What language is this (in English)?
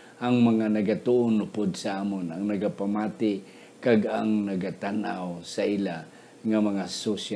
Hiligaynon